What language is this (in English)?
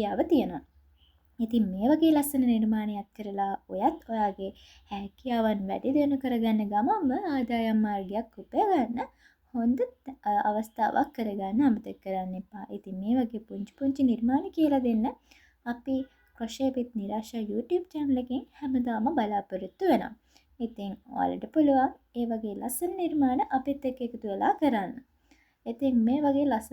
Sinhala